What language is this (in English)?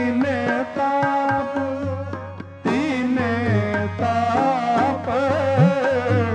Punjabi